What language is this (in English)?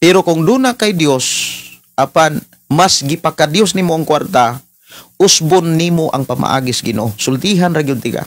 Cebuano